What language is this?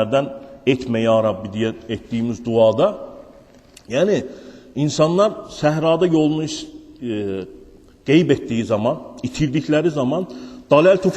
Azerbaijani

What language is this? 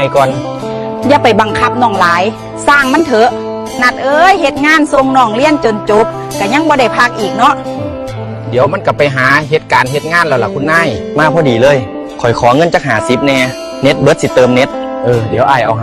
Northeastern Thai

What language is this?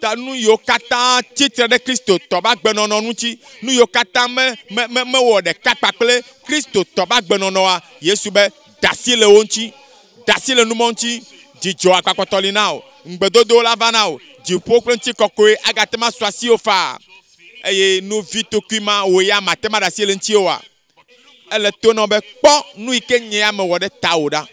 Ewe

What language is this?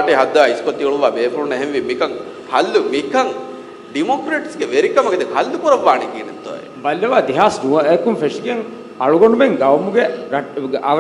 Divehi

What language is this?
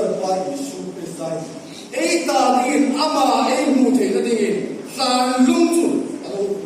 Hmar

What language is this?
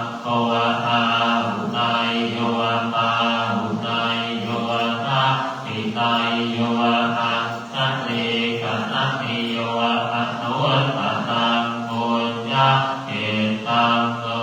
Pali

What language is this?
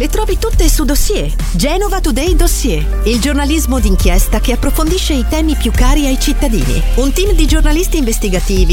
Italian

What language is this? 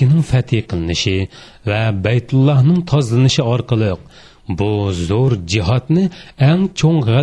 Uyghur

